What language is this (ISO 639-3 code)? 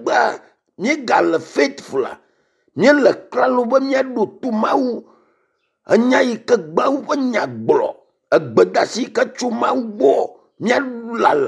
ewe